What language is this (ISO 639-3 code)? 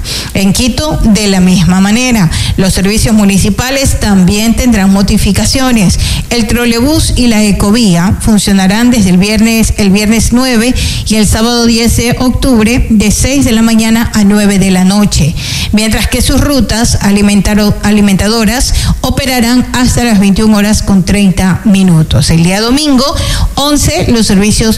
spa